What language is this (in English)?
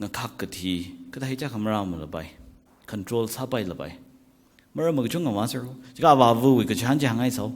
Tangkhul Naga (India)